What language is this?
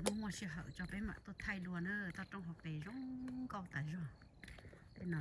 Hmong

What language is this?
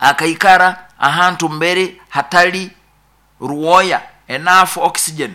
Nyoro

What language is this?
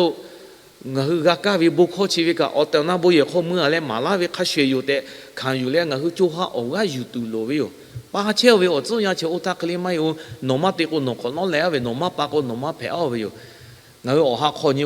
Lahu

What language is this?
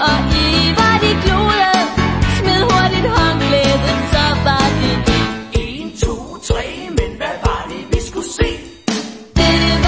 Danish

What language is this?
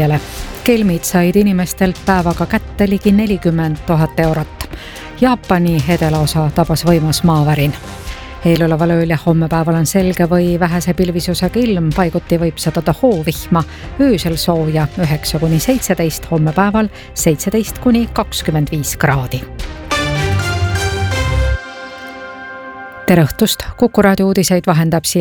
Estonian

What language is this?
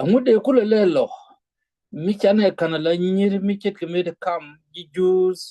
Nuer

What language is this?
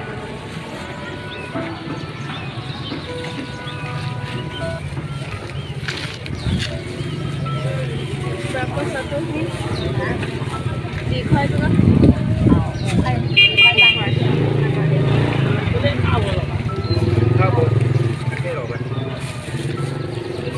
Malay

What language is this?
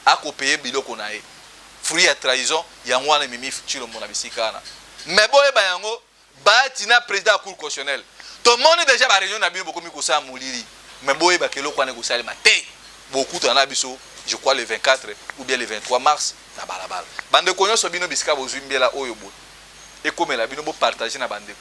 Lingala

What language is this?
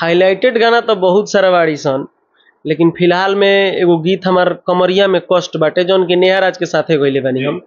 Bhojpuri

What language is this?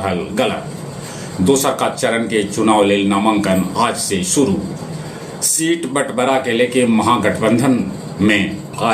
Magahi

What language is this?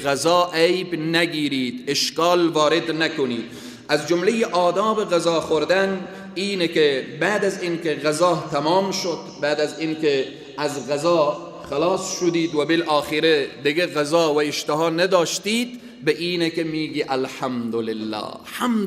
Persian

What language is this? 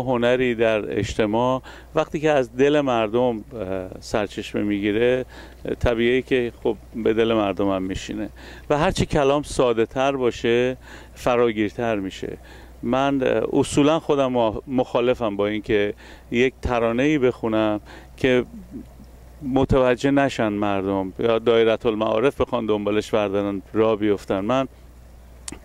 Persian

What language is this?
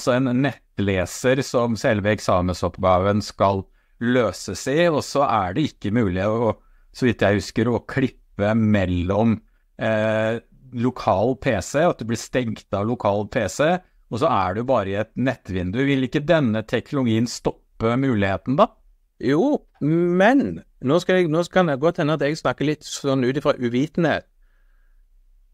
Norwegian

